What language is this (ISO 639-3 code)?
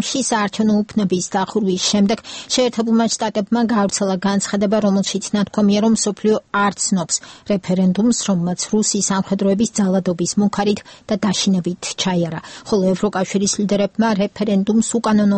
kat